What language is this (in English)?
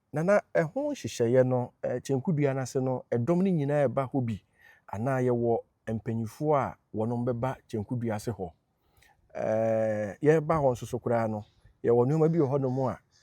Akan